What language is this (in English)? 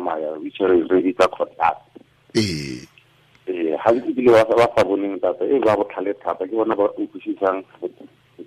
Tswana